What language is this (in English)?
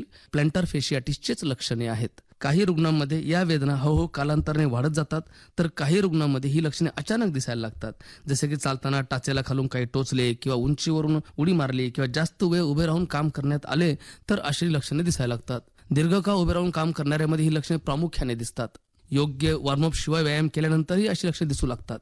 Marathi